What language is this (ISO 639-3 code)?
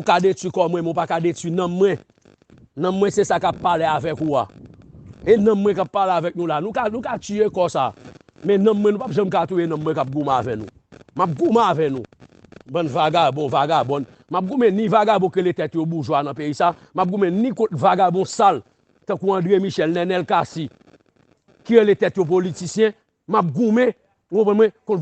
hat